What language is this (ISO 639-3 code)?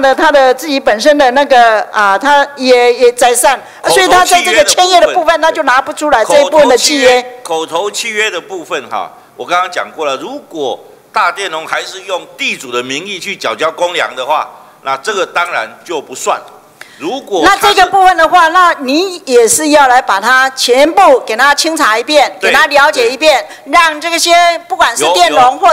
zho